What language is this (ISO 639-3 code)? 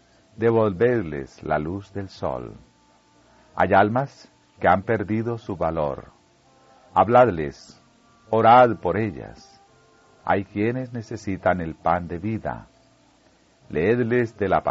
spa